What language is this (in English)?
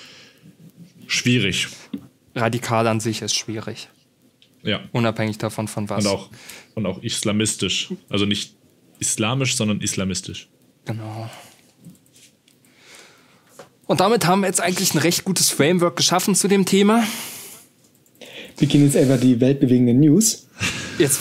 German